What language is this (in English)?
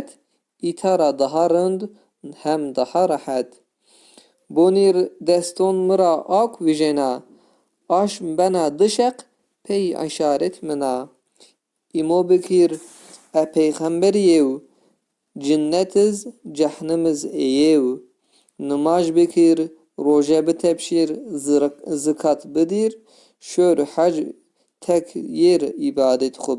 Zaza